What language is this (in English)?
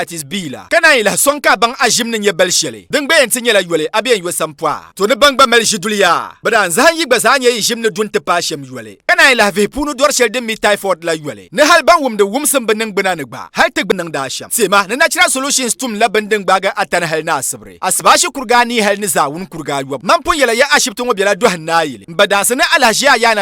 Dagbani